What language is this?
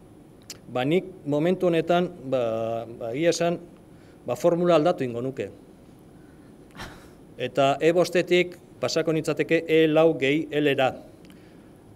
Basque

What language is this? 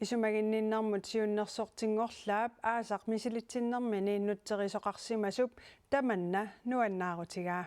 Kalaallisut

